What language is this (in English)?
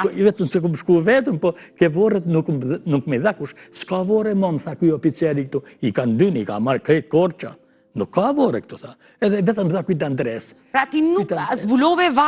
Albanian